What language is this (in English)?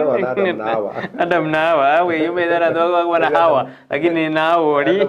Gusii